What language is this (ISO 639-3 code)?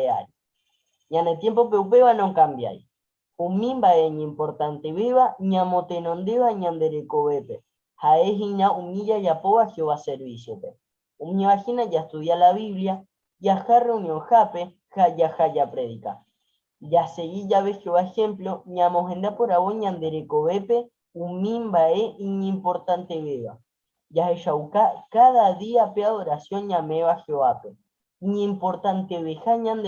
grn